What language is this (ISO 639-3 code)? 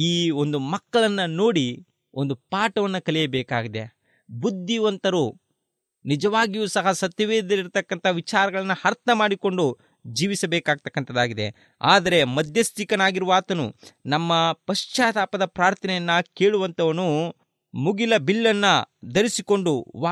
kan